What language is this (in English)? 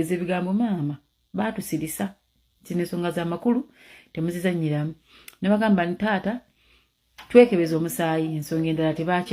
Ganda